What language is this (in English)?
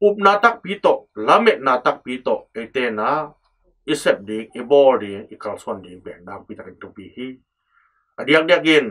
Tedim Chin